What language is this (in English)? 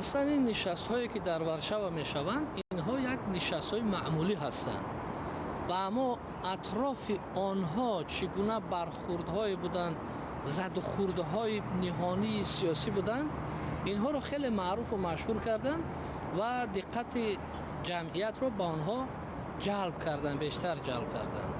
Tajik